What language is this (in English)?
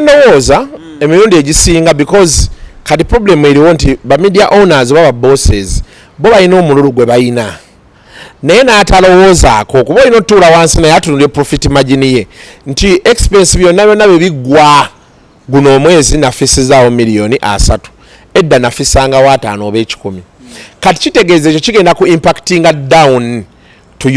Ganda